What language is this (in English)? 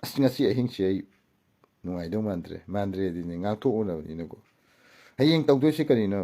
Manipuri